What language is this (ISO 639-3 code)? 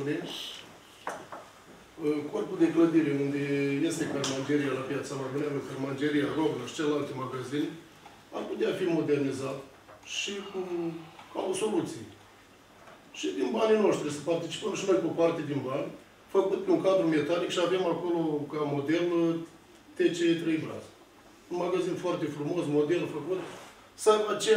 ron